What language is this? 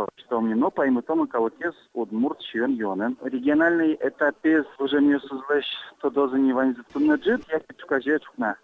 Udmurt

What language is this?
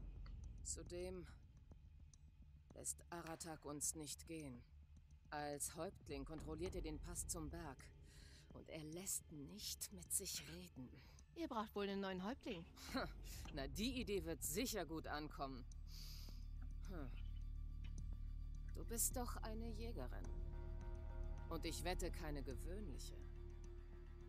German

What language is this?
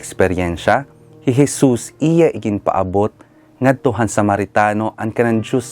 Waray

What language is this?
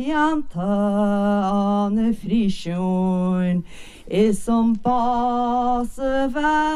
Irish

